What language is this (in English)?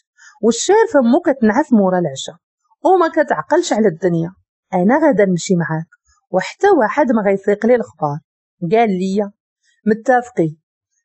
Moroccan Arabic